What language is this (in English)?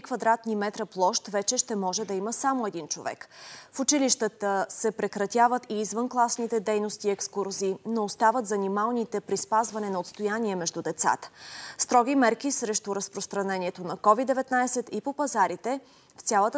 Bulgarian